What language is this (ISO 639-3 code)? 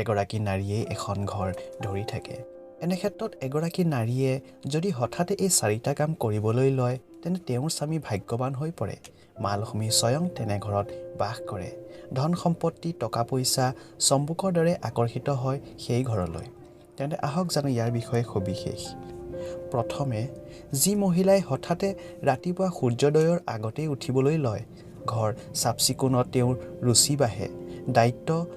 asm